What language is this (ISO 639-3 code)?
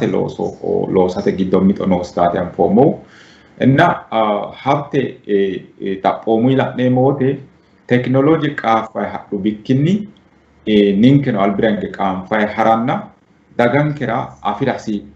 sid